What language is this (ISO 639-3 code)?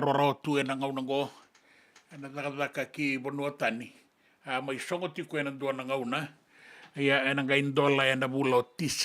fij